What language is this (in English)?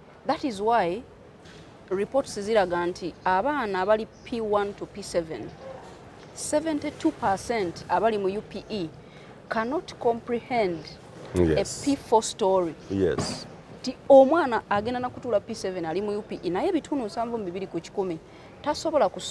Ganda